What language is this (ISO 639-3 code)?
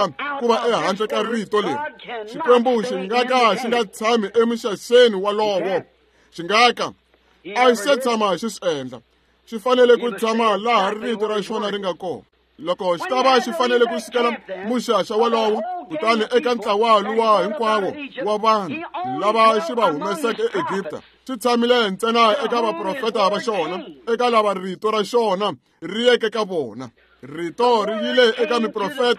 tso